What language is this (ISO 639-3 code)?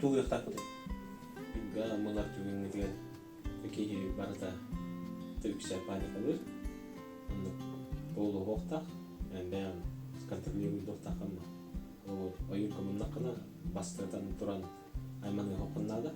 sah